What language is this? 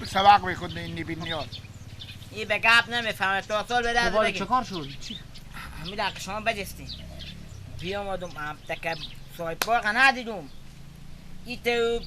Persian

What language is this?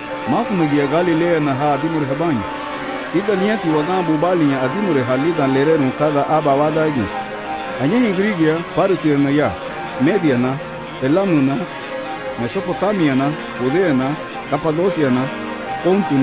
Garifuna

